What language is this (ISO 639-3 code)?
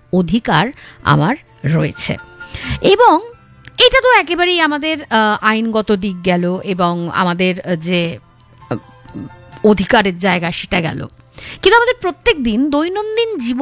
ben